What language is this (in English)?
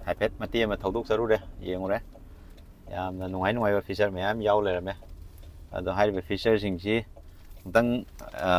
Manipuri